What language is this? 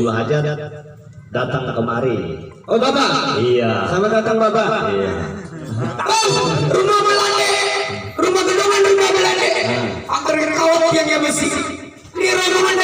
Betawi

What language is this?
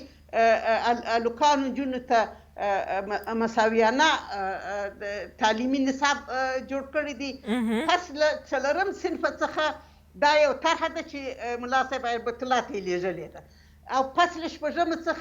Pashto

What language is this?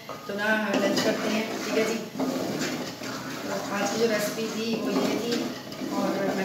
Hindi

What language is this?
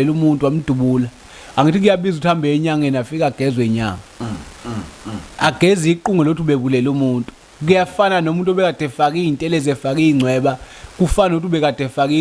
Zulu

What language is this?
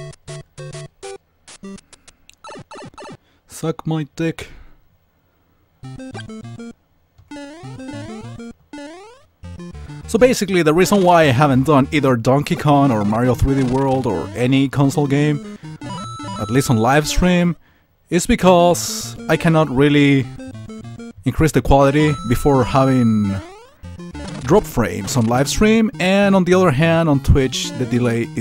English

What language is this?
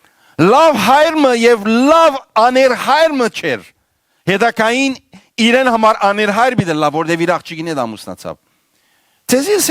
Western Armenian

